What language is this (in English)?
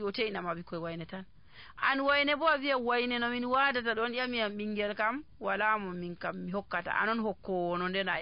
Nigerian Fulfulde